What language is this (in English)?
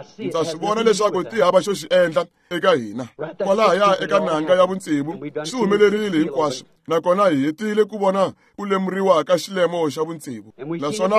Tsonga